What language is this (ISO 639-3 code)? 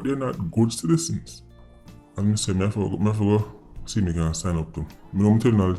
jam